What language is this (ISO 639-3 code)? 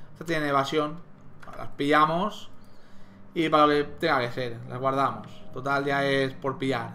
spa